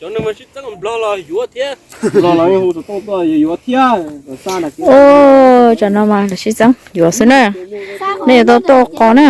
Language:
Hmong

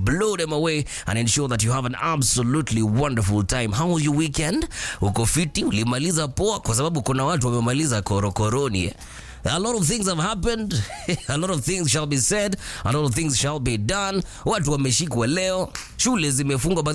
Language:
Swahili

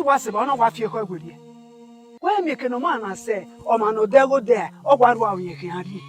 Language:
Bini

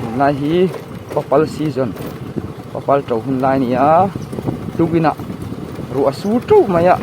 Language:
Mizo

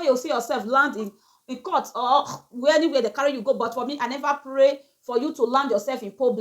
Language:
Nigerian Pidgin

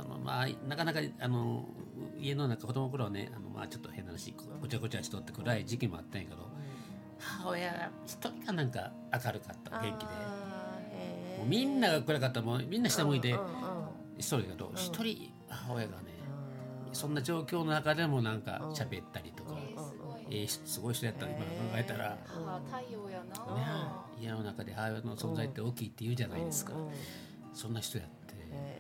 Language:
Japanese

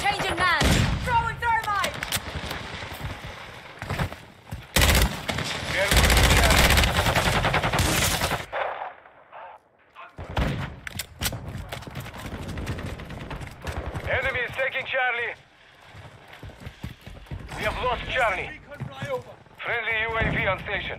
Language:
English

